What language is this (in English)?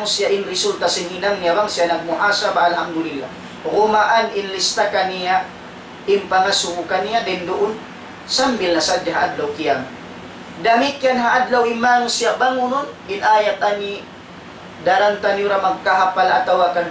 Tausug